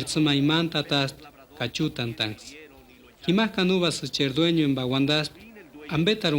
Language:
Purepecha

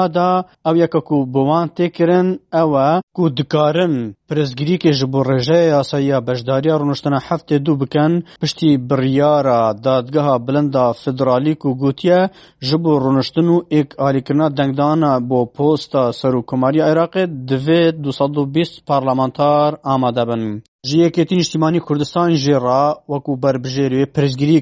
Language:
Kurdish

